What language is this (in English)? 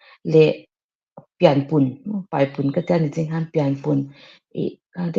Mizo